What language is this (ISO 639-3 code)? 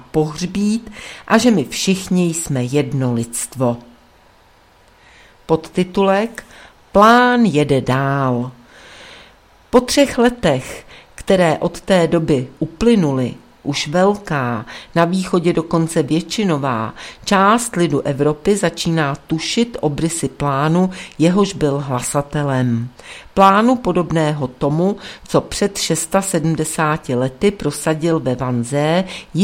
ces